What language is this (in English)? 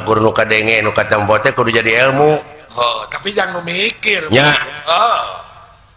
Sundanese